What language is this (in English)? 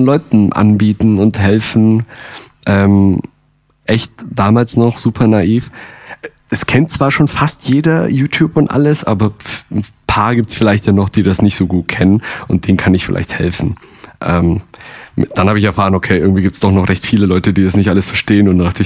German